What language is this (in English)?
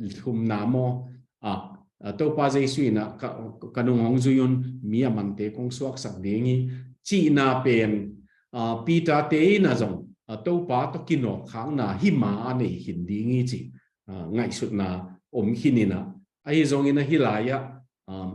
Tedim Chin